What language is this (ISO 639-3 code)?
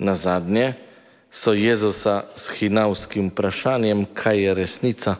slv